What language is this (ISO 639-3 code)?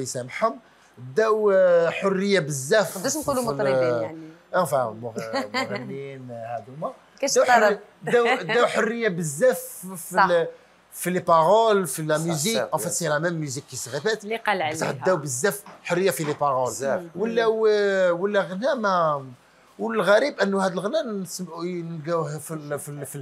arq